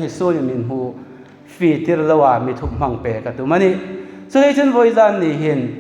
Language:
Hmar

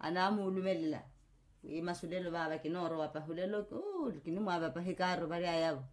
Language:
Makhuwa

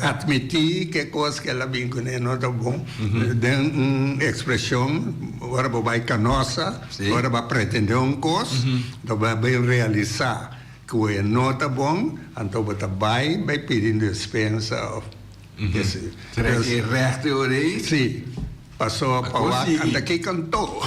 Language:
Papiamento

